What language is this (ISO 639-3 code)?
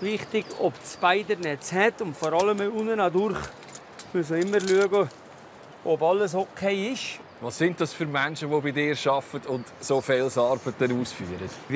gsw